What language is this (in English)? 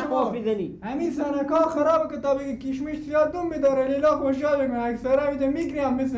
Persian